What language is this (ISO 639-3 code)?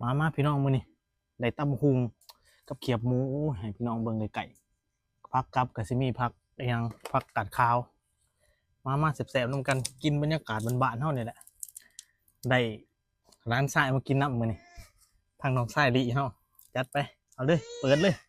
lao